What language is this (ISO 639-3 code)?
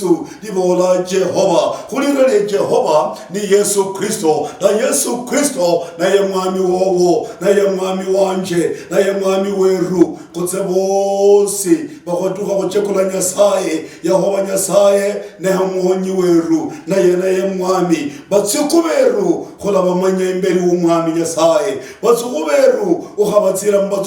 luy